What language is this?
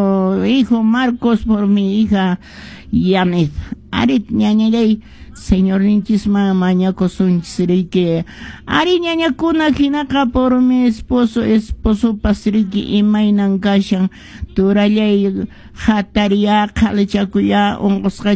Quechua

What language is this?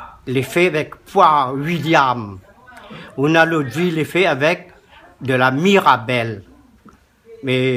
Réunion Creole French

